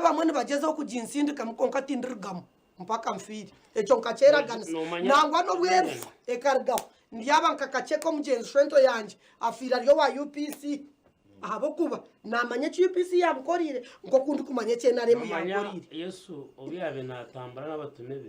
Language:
Nyankole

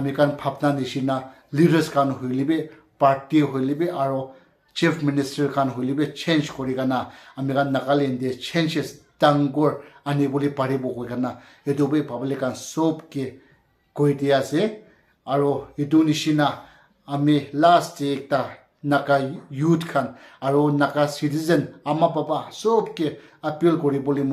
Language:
Naga Pidgin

